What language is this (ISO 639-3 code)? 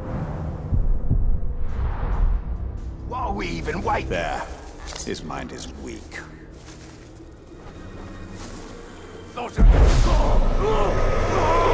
eng